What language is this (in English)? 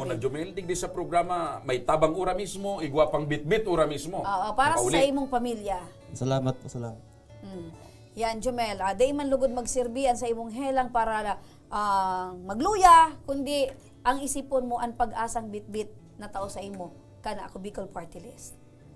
Bikol